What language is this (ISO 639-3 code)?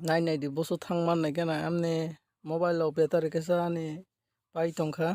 trp